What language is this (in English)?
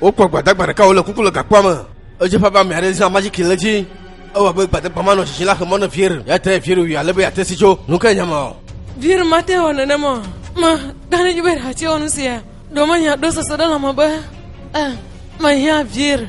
Ewe